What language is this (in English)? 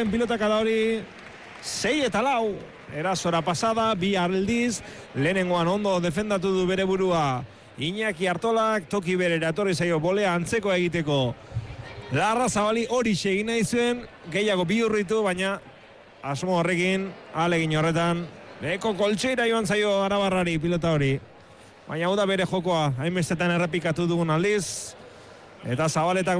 Basque